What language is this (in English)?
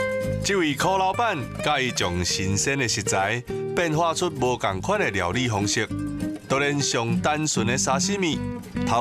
Min Nan Chinese